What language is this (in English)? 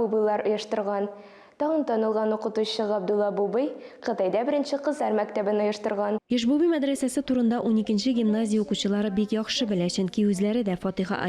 Tatar